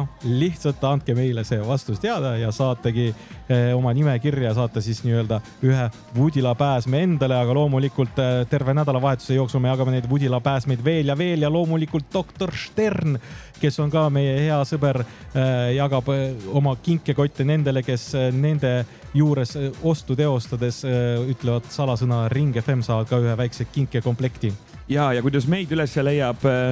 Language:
Estonian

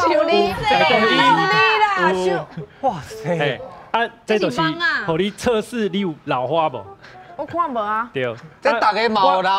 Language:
Min Nan Chinese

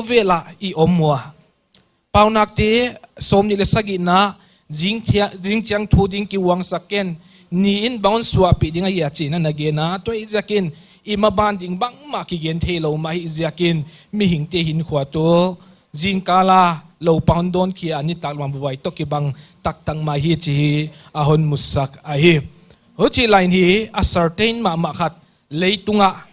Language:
Paite Chin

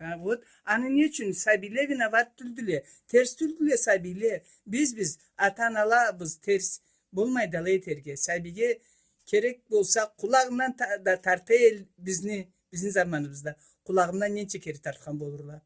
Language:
Karachay-Balkar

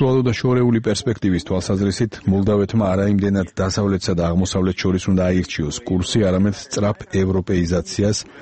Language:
Georgian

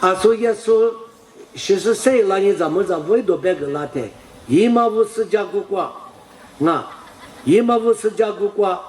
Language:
Lisu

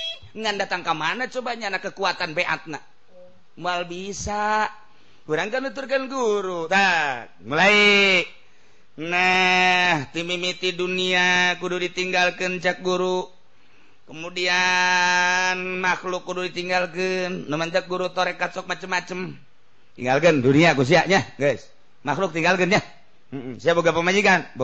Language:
Sundanese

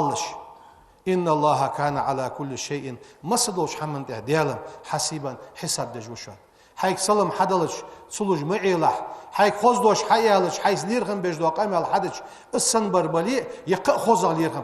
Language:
Ingush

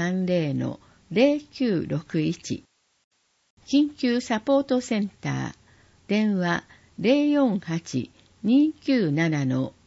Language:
Japanese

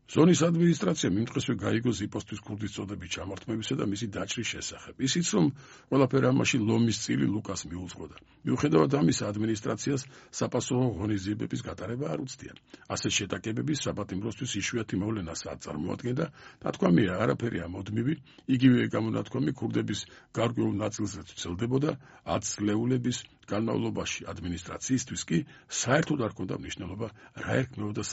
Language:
Georgian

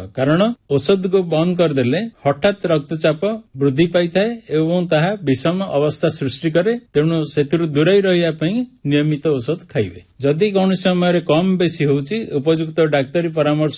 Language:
Odia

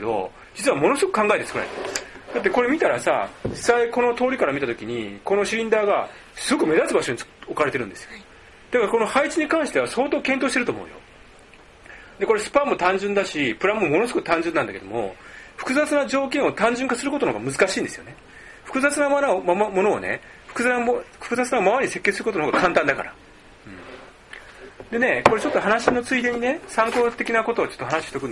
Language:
Japanese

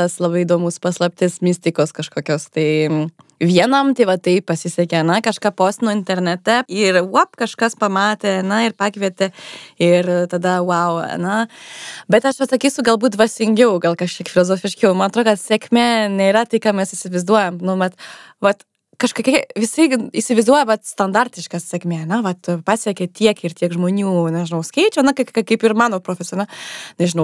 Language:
Lithuanian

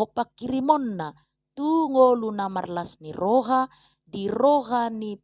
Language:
Batak Toba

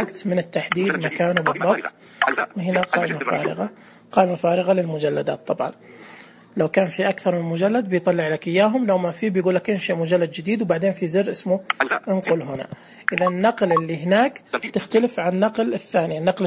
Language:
Najdi Arabic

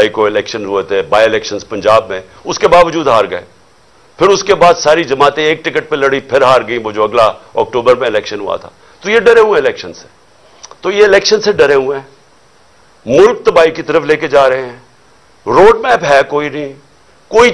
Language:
Urdu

